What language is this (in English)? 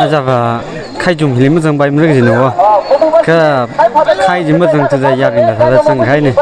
Tangkhul Naga (India)